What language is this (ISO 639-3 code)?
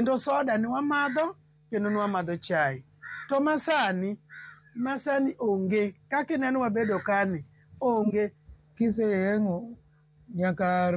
luo